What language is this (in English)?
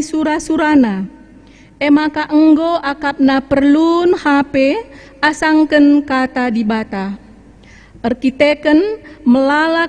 Batak Karo